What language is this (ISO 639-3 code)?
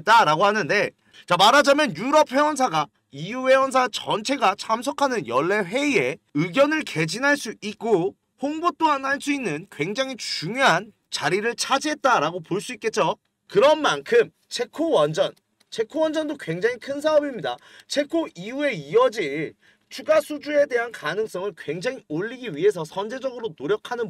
kor